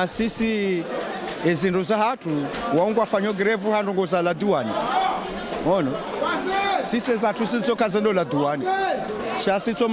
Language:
Ngazidja Comorian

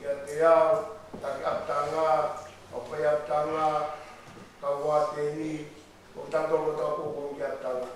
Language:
Tongan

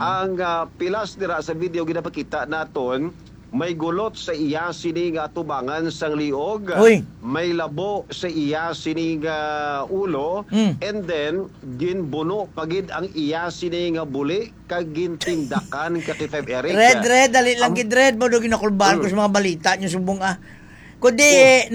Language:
Hiligaynon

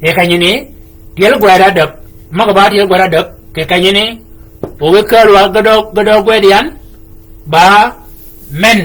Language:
Shilluk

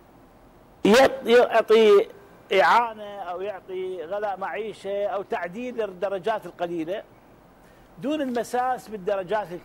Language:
Arabic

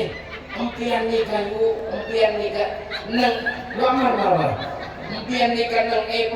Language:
Madurese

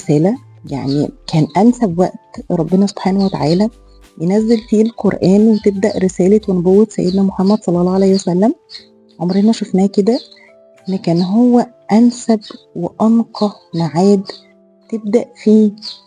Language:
Egyptian Arabic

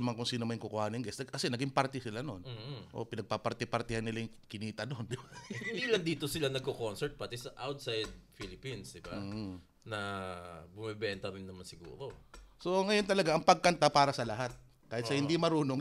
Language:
Filipino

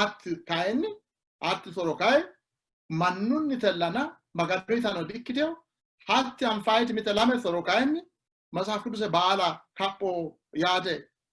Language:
Sidamo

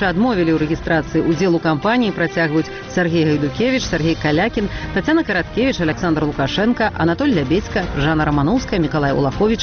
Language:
Belarusian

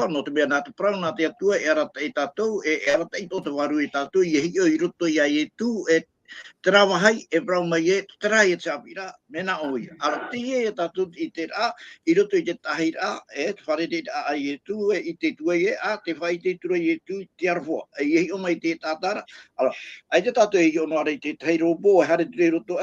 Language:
Tahitian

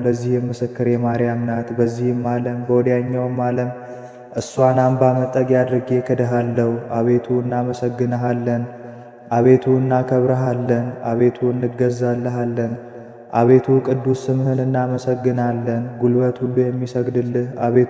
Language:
Amharic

